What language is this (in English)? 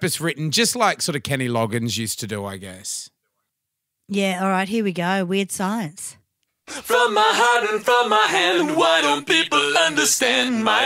English